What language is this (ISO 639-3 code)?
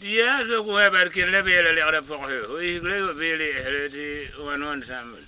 gur